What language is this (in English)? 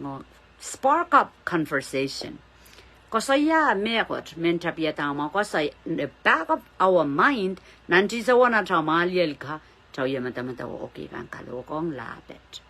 Pohnpeian